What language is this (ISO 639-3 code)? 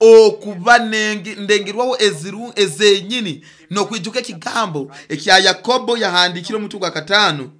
nyo